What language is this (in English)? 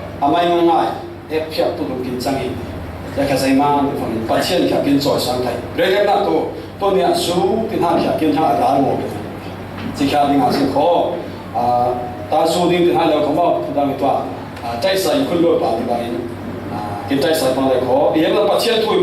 Falam Chin